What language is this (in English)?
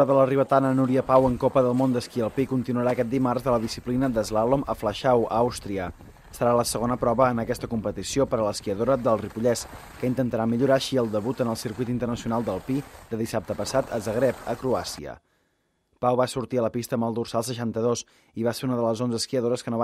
Catalan